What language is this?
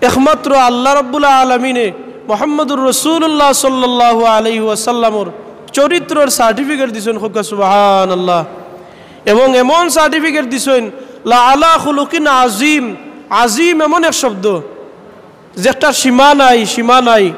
Sylheti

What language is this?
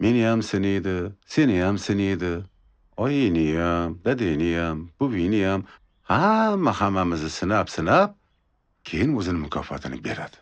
Uzbek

